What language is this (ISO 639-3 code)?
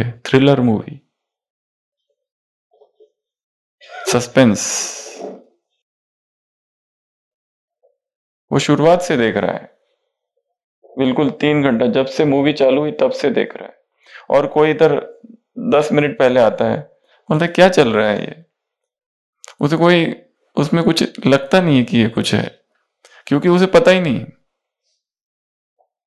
hin